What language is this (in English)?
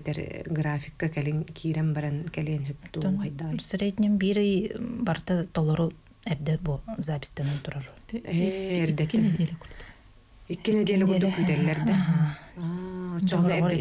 Yakut